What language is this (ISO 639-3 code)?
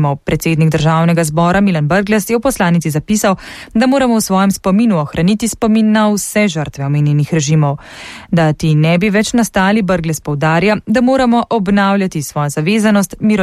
slv